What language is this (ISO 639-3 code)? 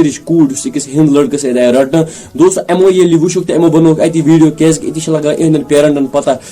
kas